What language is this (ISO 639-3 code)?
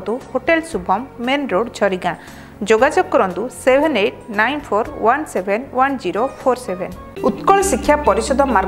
ori